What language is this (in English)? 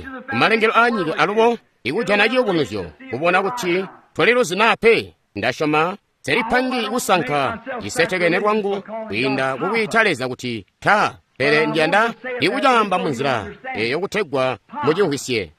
Tonga (Zambia)